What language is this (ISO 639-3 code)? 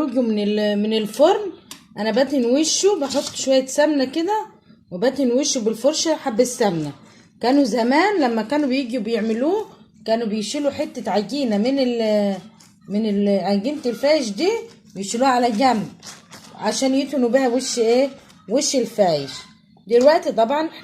arz